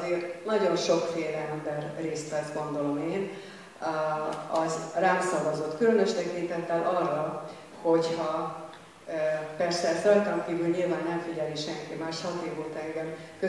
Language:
Hungarian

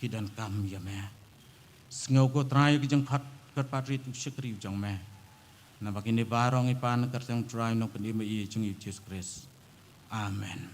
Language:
Khasi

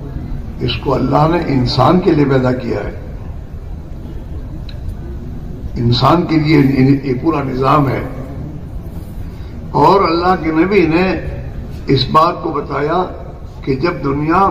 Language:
Urdu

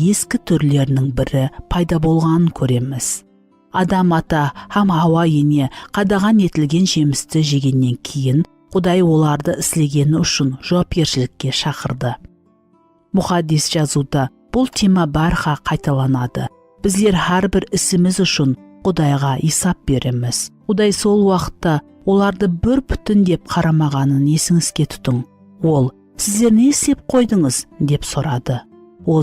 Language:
Kara-Kalpak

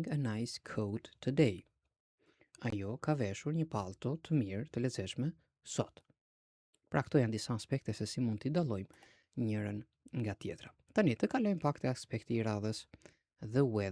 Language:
Albanian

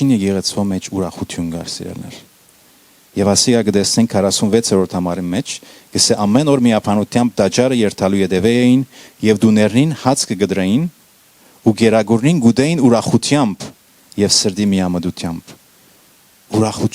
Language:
Western Armenian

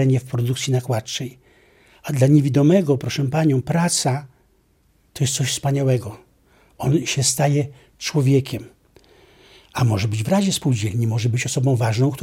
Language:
Polish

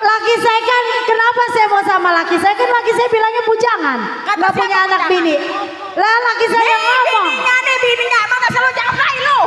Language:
Betawi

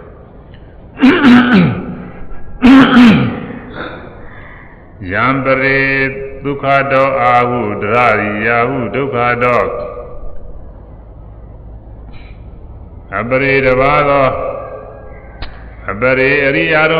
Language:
Burmese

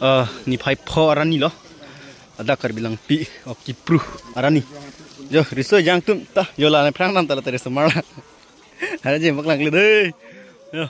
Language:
Karbi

